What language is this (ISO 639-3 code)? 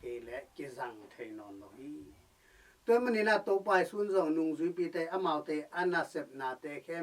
ctd